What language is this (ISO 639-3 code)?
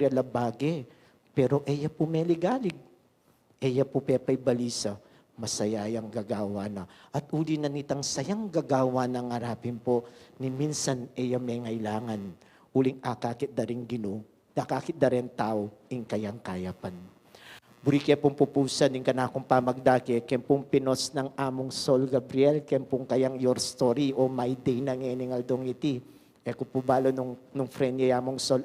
pam